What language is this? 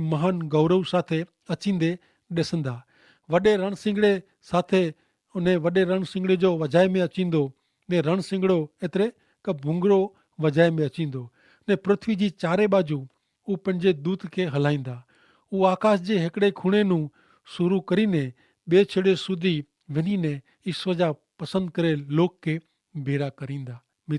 Kachhi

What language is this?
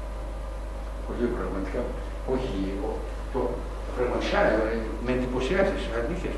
Greek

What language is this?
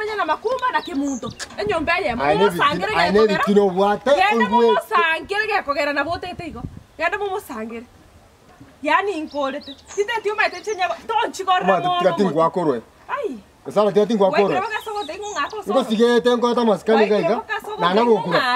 Gusii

